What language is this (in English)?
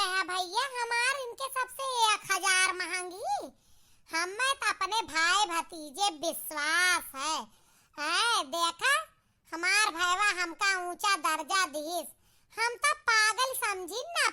Awadhi